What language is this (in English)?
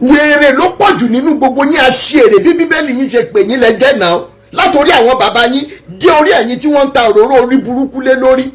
Yoruba